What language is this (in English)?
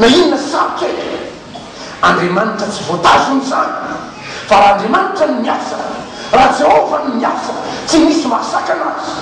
Malagasy